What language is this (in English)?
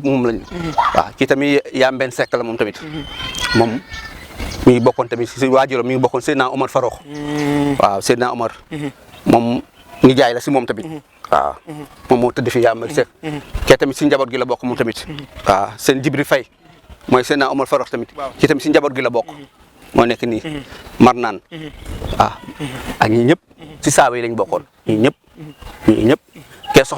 Wolof